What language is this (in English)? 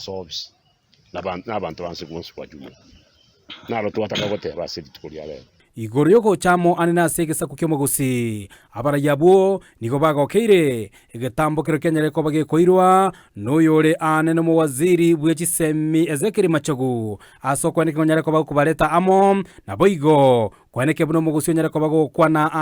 Gusii